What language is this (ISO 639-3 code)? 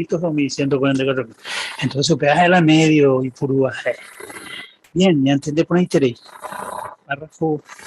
grn